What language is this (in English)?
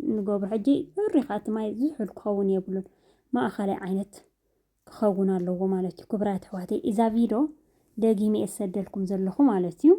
Tigrinya